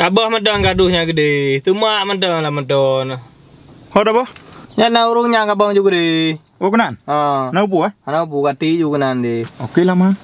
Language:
Achinese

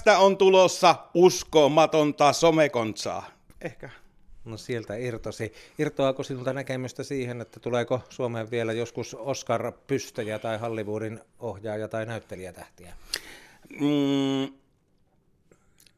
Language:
Finnish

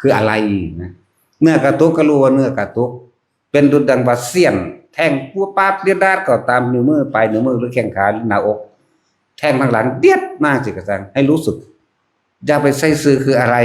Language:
Northeastern Thai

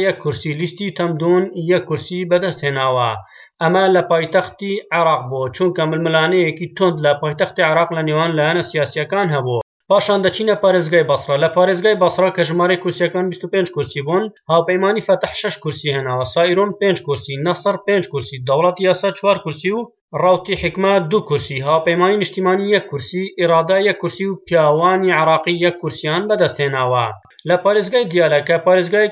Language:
Central Kurdish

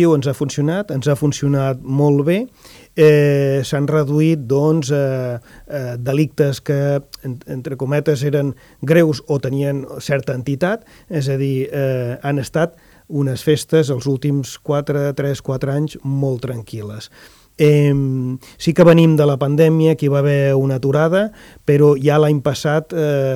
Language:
Catalan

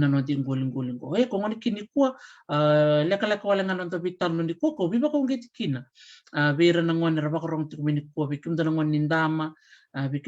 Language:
Fijian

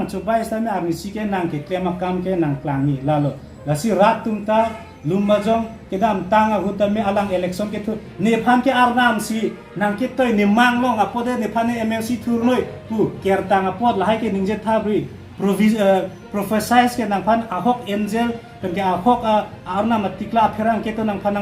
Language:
Karbi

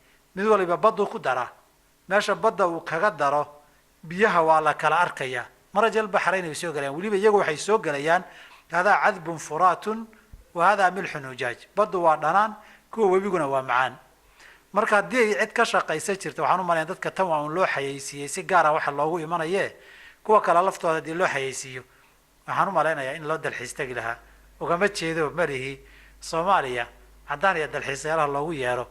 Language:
Somali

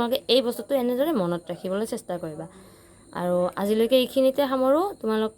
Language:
Assamese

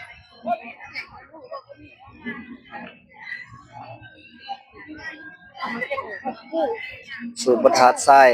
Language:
Northeastern Thai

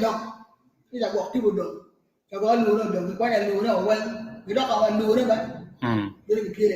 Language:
Acoli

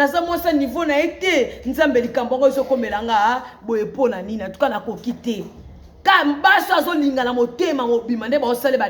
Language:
Lingala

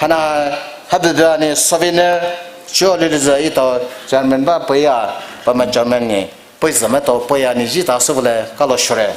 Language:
Poumei Naga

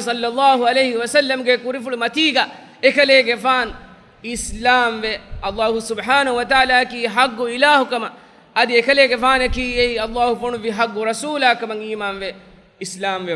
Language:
Divehi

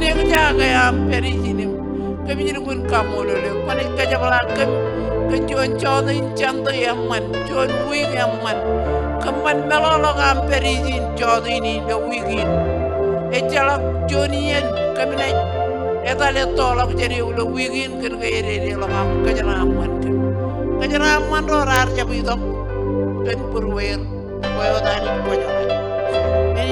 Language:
Marshallese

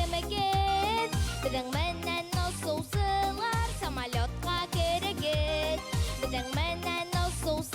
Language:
Bashkir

